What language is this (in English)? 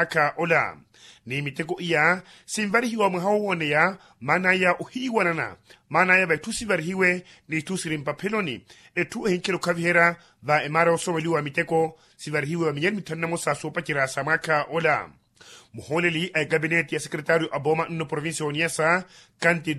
Makhuwa